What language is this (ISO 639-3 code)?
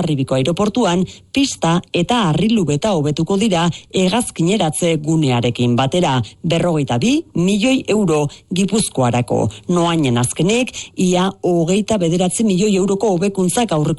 eus